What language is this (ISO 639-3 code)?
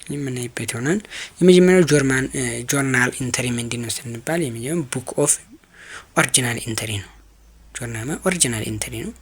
amh